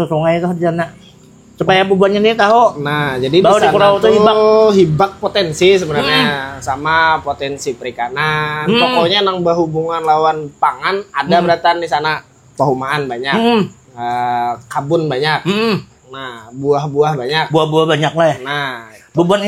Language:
Banjar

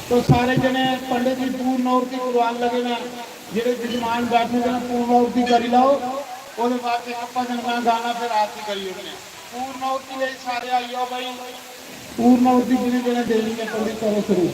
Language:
Dogri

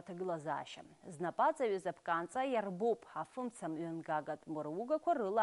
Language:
Abkhazian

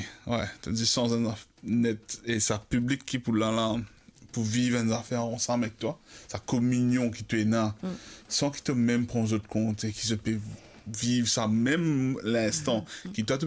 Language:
Morisyen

